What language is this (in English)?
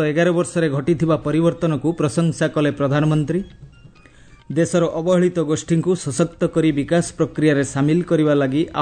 Odia